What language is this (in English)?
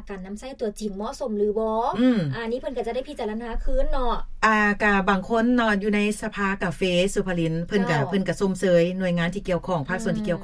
Lao